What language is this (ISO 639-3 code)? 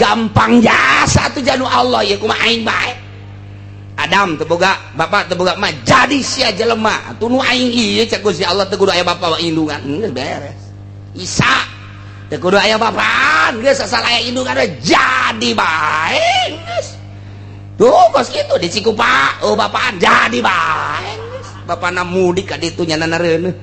sun